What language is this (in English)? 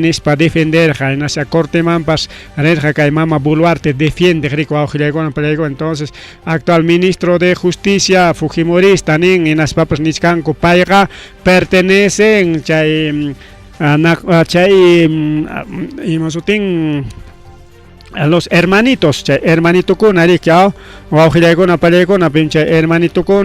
Ayacucho Quechua